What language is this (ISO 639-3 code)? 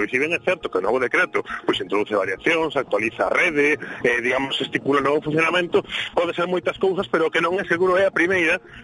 glg